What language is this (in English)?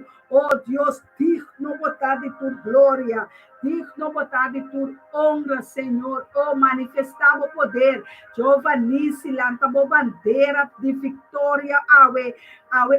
Papiamento